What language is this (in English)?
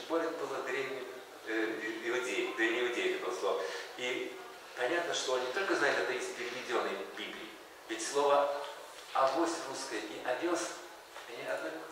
Russian